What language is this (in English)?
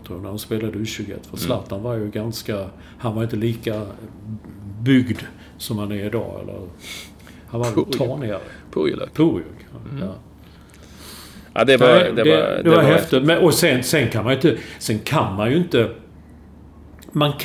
Swedish